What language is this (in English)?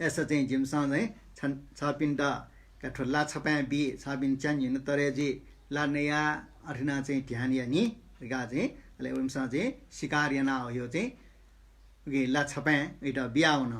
Newari